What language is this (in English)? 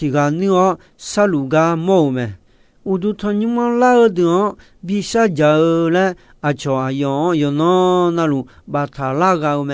Akha